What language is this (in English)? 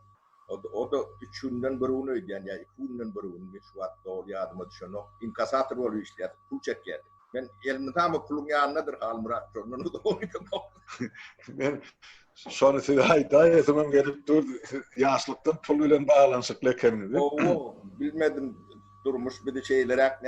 Turkmen